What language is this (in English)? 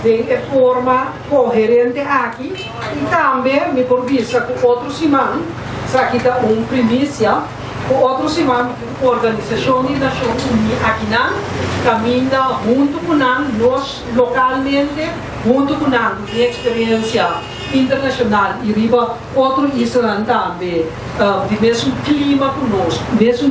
Papiamento